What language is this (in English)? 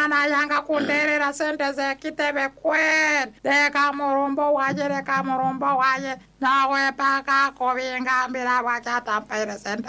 Nyoro